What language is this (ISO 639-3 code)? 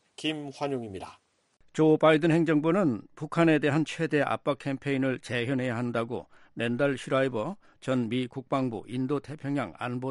kor